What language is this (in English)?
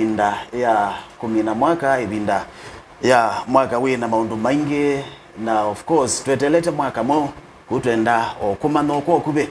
Kamba